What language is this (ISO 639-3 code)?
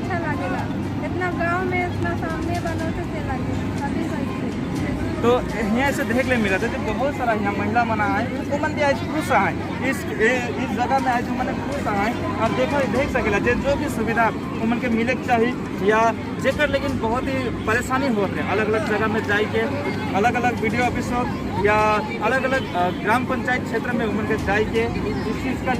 sck